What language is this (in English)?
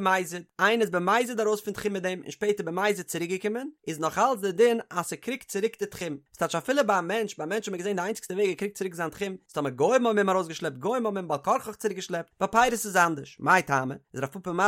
Yiddish